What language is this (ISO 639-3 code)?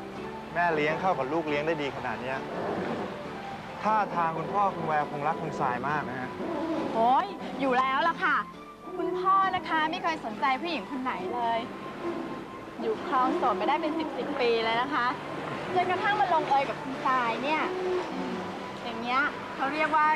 tha